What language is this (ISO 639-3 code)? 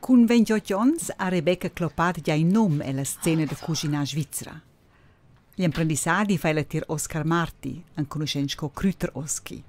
roh